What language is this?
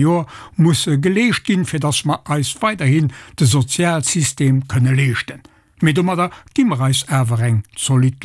Luxembourgish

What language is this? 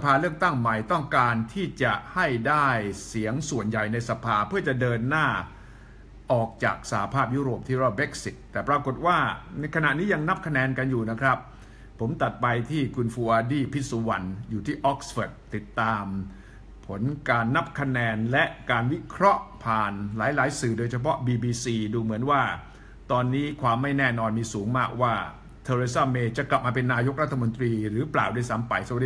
Thai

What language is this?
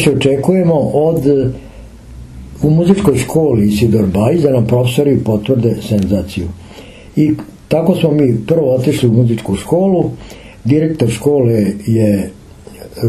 Serbian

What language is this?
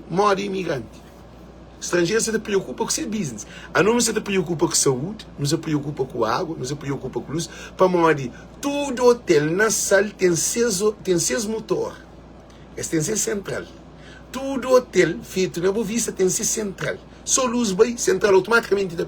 Kabuverdianu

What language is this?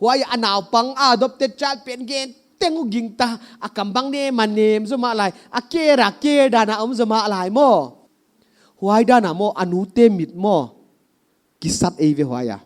Paite Chin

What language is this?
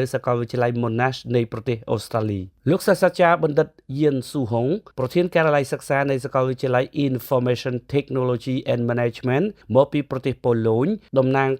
Khmer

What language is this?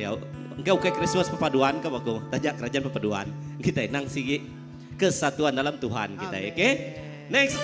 Iban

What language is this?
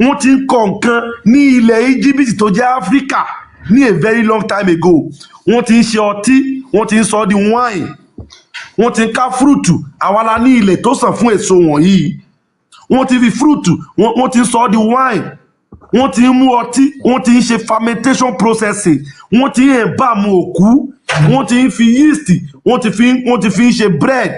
Yoruba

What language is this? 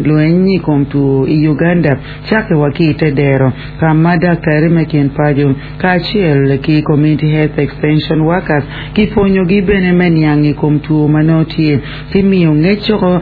Acoli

